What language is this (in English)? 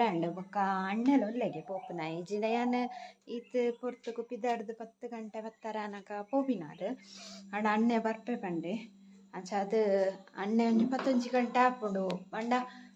Tulu